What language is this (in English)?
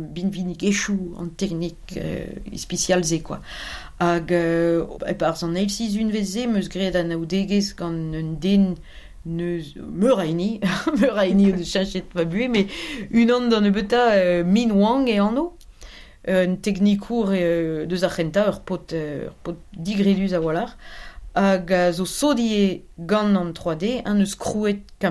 Breton